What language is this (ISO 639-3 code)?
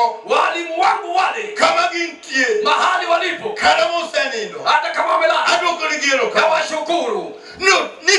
luo